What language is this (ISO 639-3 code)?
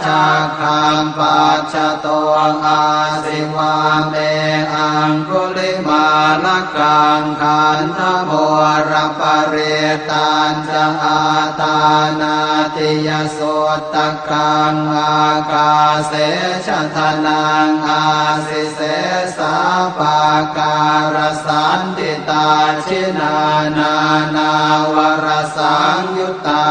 pli